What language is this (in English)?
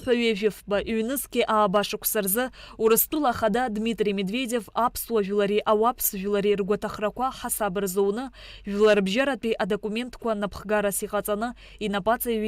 Abkhazian